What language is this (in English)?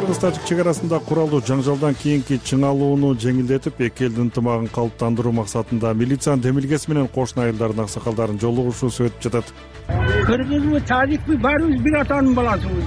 Kyrgyz